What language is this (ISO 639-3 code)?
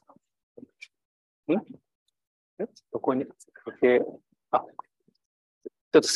jpn